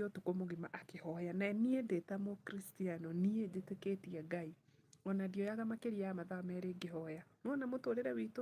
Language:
Kikuyu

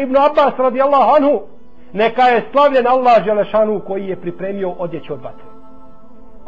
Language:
Bosnian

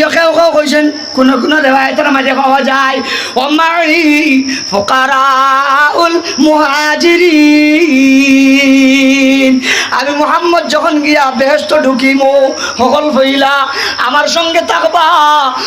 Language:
Sylheti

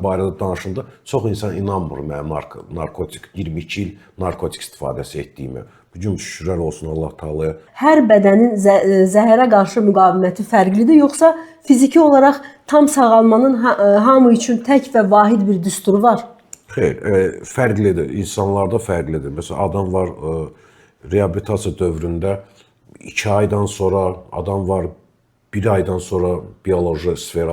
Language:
Azerbaijani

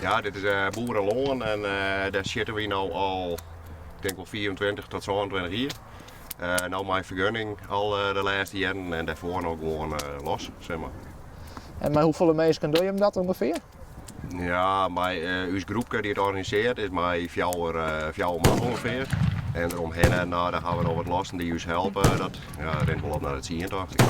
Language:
Western Frisian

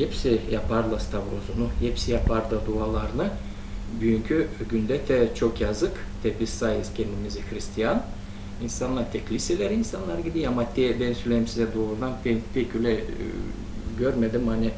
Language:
Gagauz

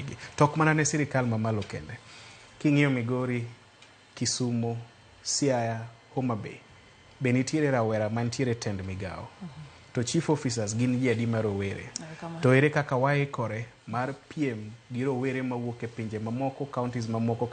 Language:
Luo (Kenya and Tanzania)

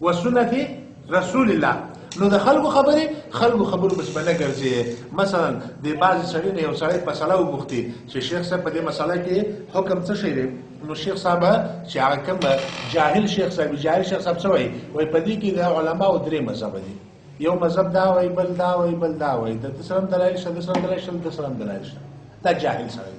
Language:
Pashto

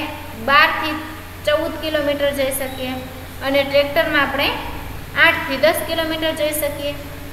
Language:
Gujarati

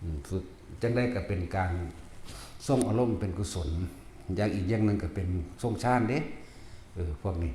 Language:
Northeastern Thai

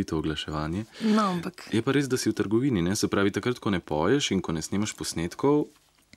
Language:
Slovenian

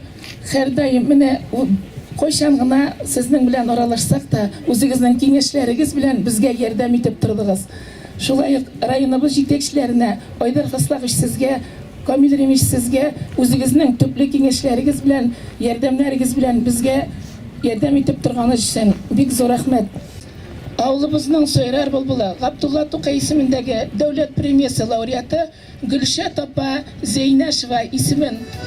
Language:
Tatar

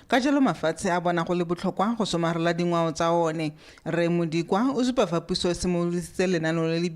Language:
Tswana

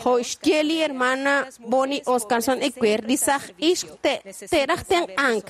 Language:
Kekchí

